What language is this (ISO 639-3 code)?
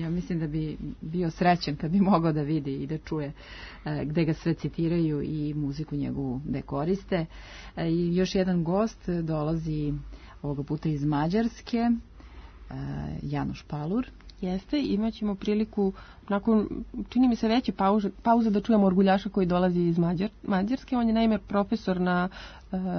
srp